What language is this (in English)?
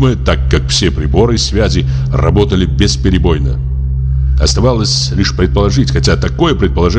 Russian